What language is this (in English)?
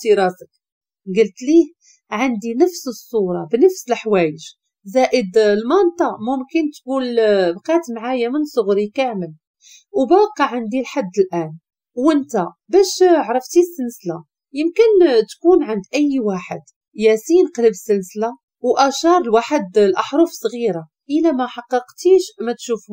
Moroccan Arabic